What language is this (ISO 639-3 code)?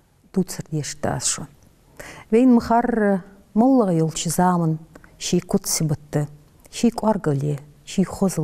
inh